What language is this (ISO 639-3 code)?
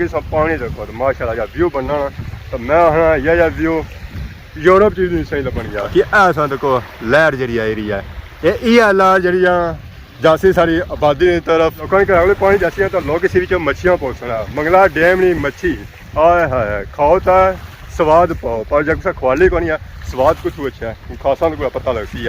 phr